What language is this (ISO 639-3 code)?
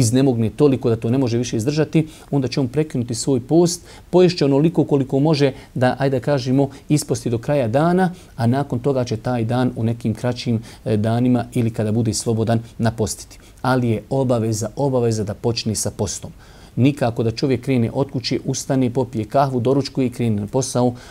bos